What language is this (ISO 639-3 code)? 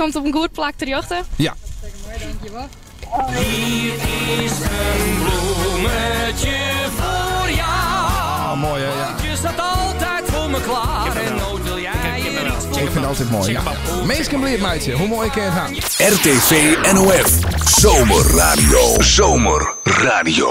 fry